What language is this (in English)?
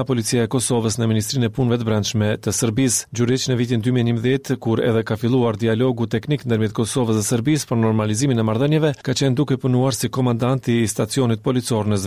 Albanian